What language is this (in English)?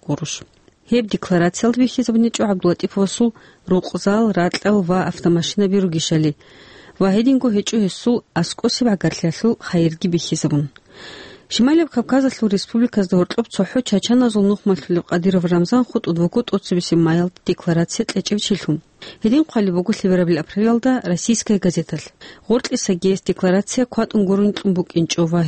Avaric